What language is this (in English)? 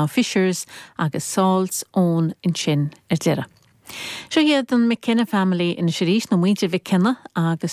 Irish